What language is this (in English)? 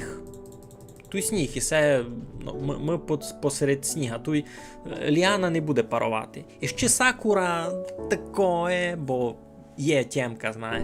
Rusyn